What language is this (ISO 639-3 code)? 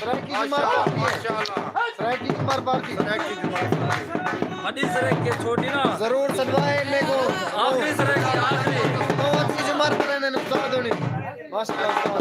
skr